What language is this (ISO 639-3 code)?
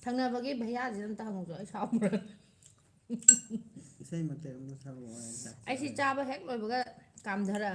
mni